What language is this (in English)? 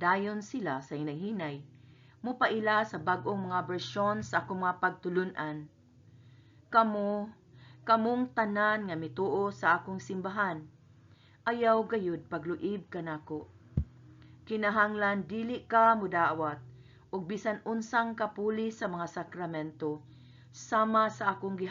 Cebuano